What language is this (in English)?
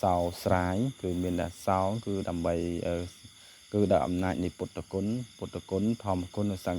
Khmer